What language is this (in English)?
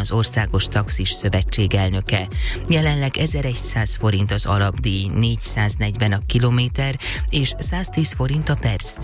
Hungarian